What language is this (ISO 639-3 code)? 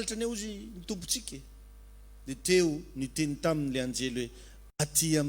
mlg